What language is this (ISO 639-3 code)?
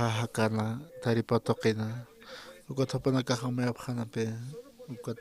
aym